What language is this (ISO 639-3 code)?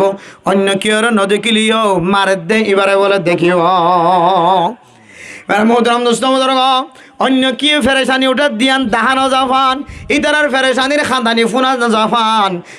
rhg